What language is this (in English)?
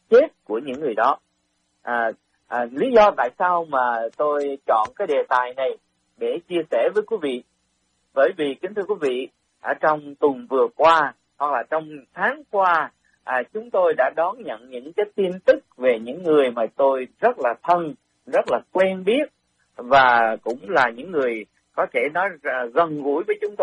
Vietnamese